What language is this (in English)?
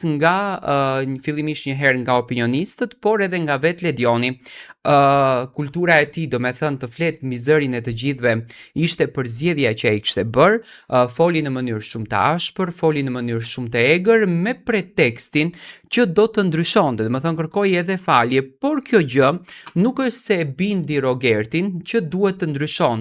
Albanian